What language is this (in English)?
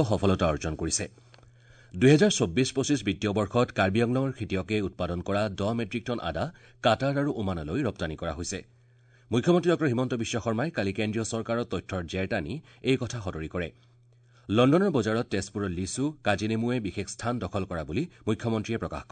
Assamese